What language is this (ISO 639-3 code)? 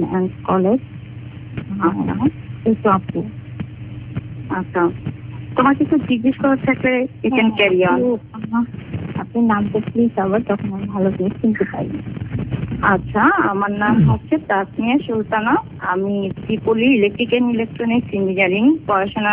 ben